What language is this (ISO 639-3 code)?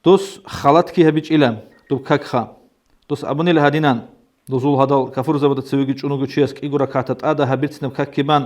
ava